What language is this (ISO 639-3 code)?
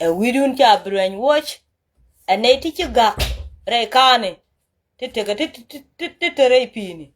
nus